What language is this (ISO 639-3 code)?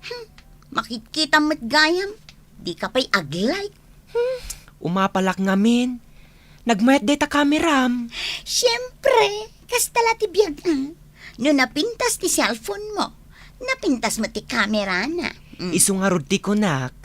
ilo